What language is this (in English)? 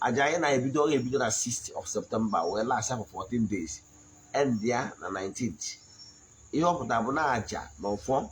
Igbo